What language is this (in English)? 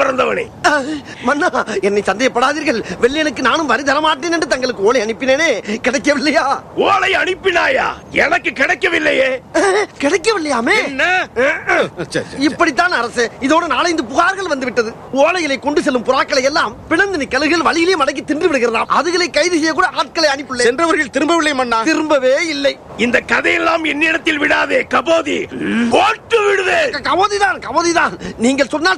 Tamil